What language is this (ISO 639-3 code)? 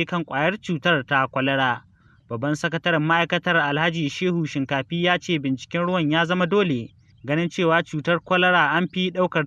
hau